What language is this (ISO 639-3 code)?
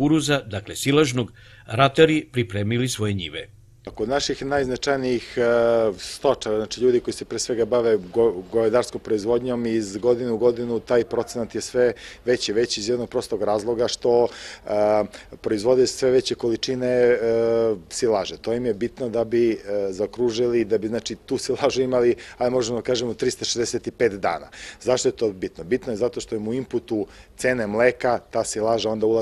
srp